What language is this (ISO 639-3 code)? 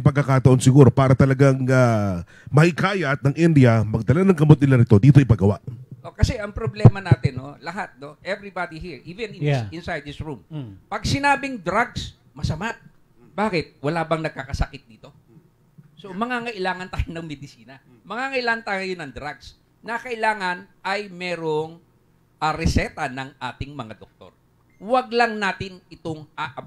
fil